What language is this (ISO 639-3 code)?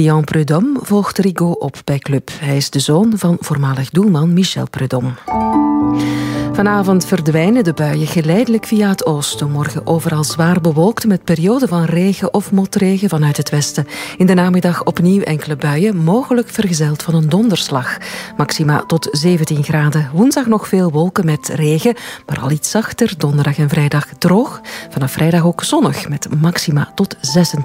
nld